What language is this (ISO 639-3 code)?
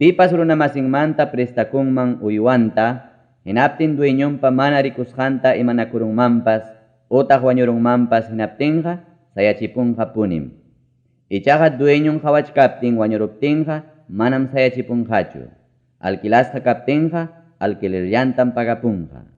quy